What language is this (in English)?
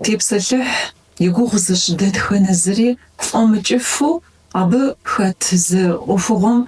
Kabardian